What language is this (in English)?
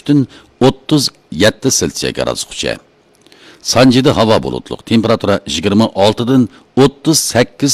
Uyghur